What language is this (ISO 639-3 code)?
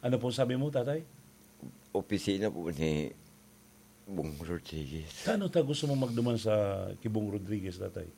bik